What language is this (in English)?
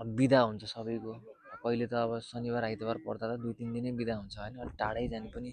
Nepali